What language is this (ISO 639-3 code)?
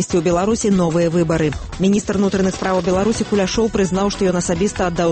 bel